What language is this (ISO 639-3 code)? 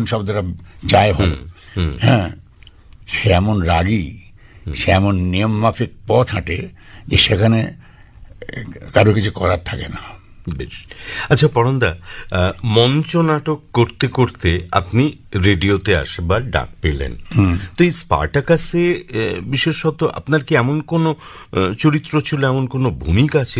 ben